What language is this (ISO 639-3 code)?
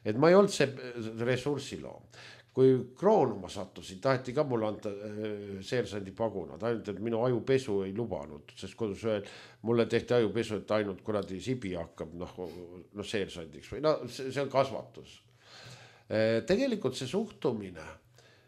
est